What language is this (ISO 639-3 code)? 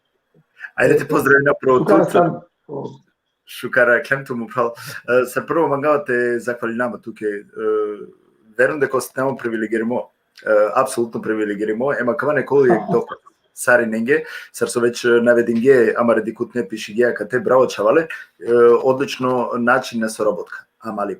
rmn